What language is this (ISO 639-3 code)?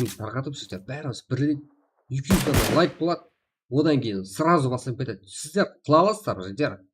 kaa